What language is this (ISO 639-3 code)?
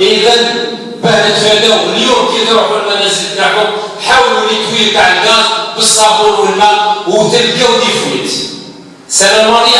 arq